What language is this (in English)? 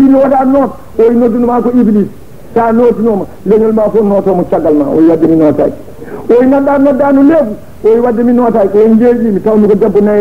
Fula